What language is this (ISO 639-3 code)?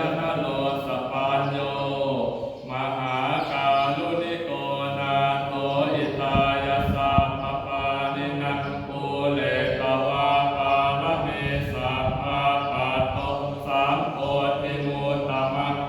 pli